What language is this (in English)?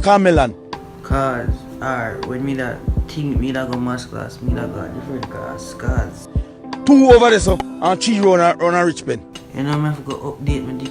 Jamaican Creole English